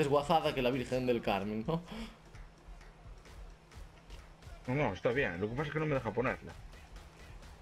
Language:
Spanish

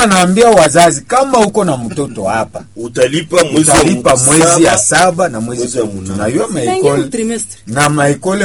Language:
Swahili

